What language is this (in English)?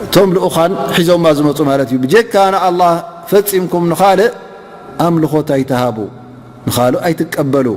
Tigrinya